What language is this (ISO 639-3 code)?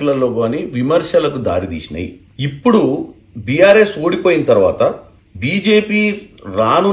tel